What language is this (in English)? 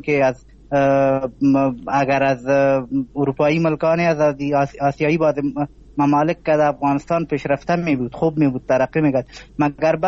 Persian